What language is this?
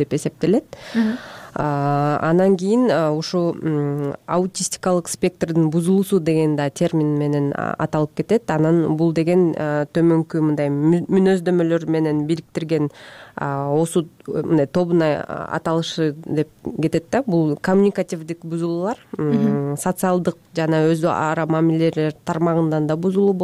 Kyrgyz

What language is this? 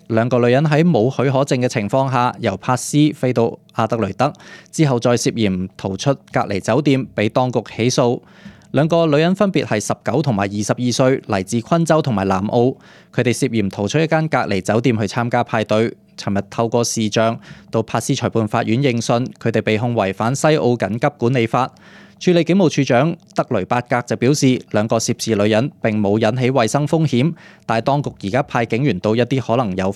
Cantonese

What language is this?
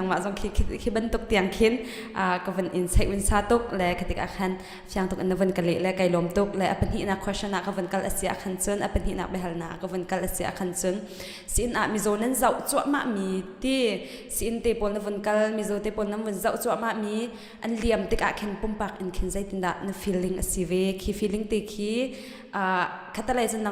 Hakha Chin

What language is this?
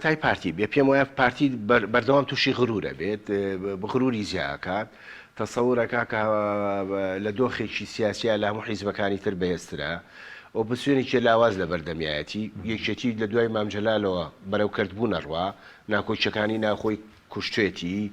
Central Kurdish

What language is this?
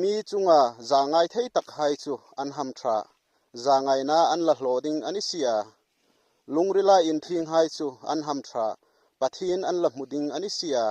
Hmar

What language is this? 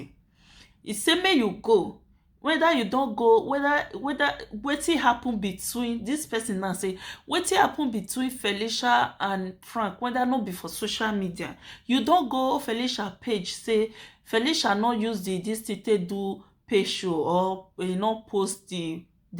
Nigerian Pidgin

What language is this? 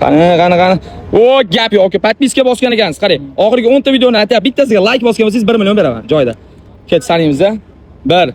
Uzbek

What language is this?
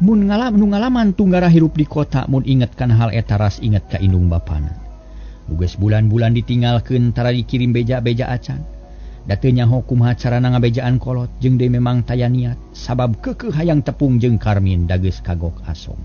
Sundanese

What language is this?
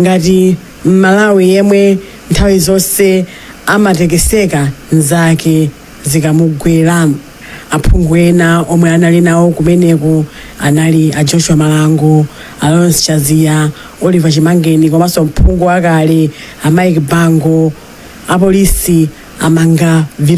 Nyanja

